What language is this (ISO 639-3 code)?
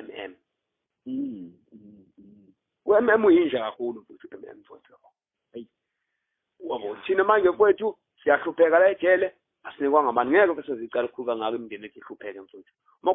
zul